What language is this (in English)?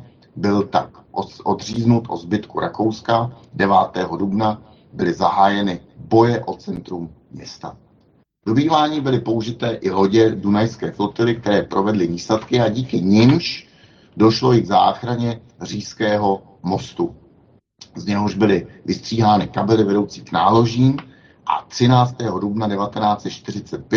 Czech